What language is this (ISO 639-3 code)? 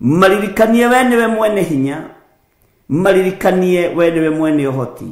kik